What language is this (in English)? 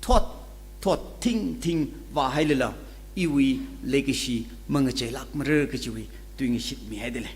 Tangkhul Naga (India)